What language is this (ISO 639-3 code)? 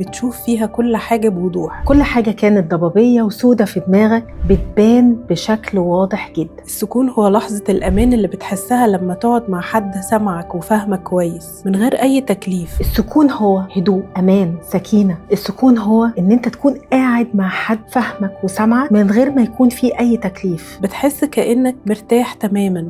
arz